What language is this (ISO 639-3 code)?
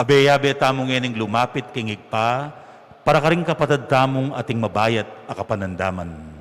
pam